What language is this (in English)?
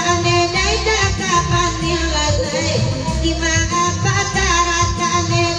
Minangkabau